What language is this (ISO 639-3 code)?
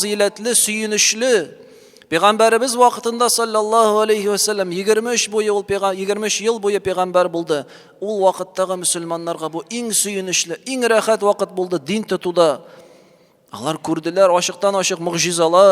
tat